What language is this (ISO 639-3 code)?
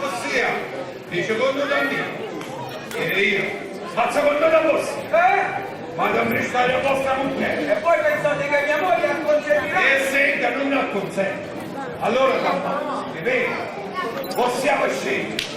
nap